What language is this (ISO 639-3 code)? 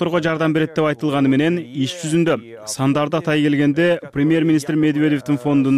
kir